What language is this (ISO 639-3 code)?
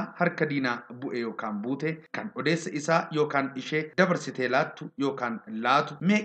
orm